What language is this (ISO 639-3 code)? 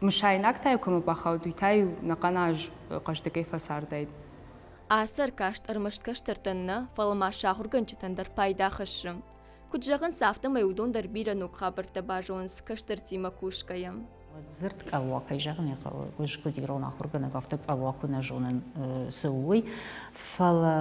oss